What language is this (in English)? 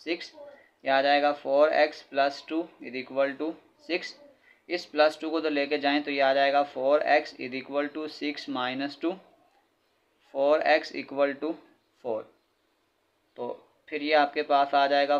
Hindi